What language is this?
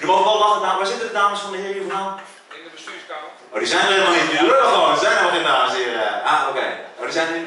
Dutch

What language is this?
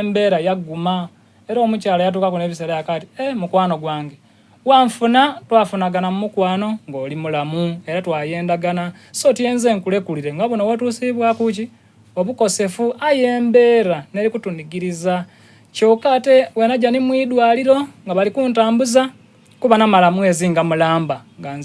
Soga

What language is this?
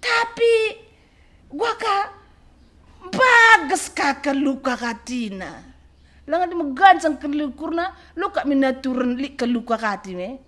Batak Karo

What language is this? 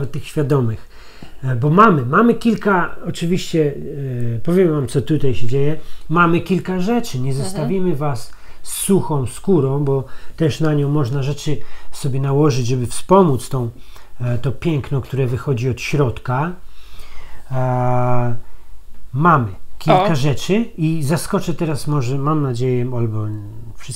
Polish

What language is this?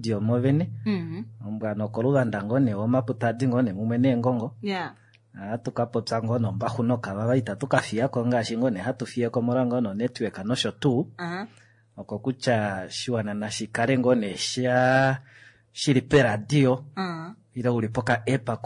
Kuanyama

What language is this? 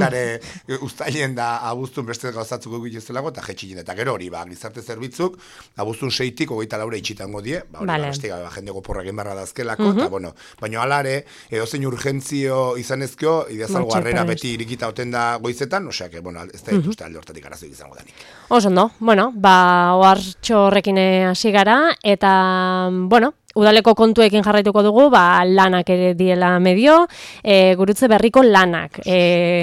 Basque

